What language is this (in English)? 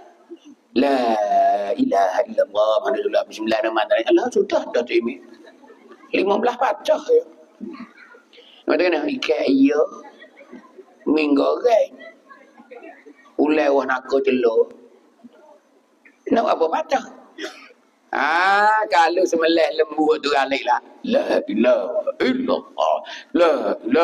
Pattani Malay